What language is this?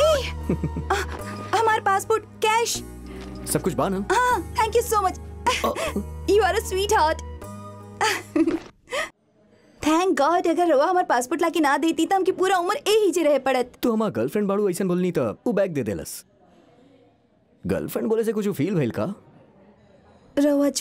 Bhojpuri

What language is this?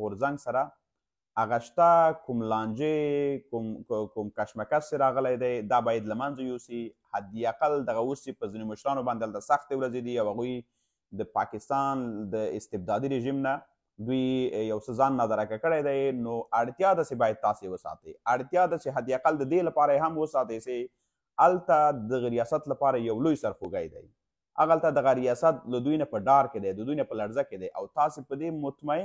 Pashto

